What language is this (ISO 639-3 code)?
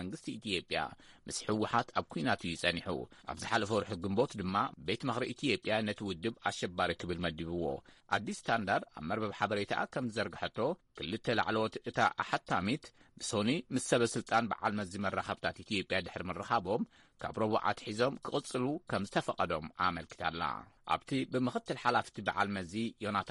tir